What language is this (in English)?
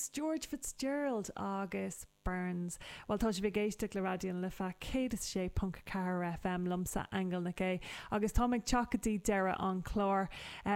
Irish